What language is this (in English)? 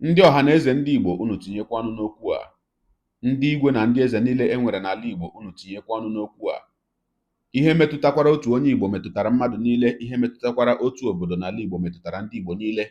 Igbo